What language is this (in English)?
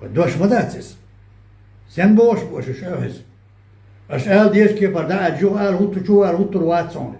Chechen